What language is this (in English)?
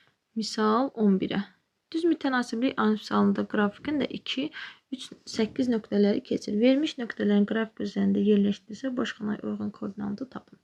Azerbaijani